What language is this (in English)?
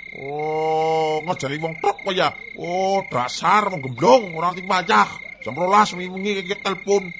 Javanese